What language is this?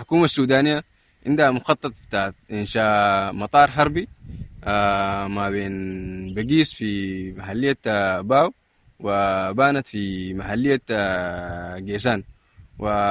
Sudanese Arabic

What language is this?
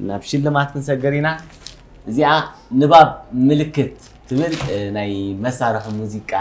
Tigrinya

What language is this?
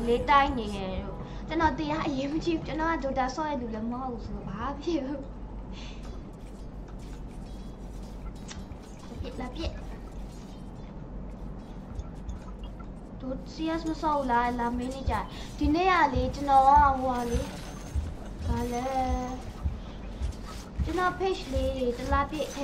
Burmese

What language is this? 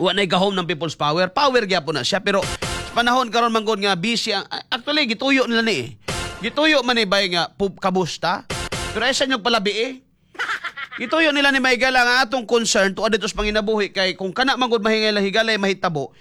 Cebuano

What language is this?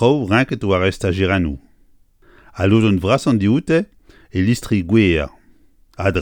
Breton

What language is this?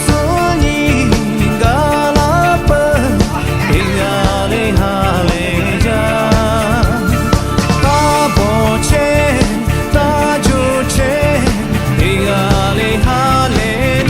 Lahu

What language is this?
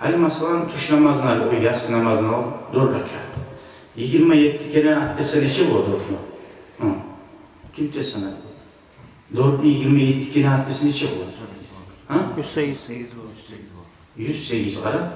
Kumyk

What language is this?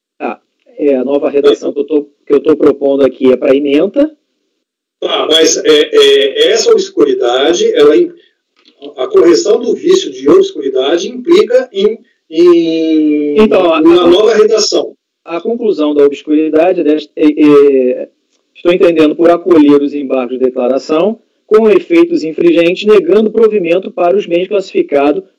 Portuguese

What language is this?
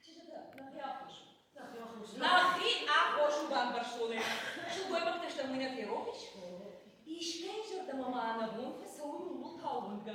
Ossetic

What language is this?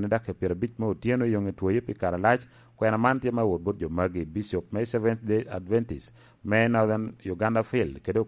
Lango (Uganda)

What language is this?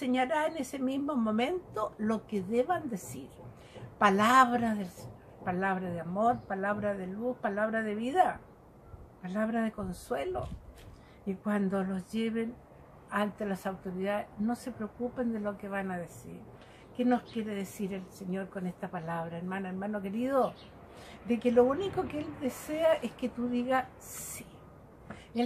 Spanish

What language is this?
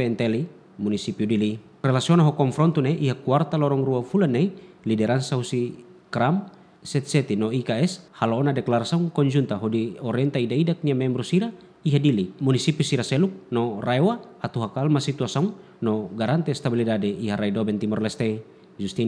Tetum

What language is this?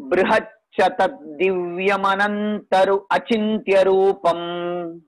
Sanskrit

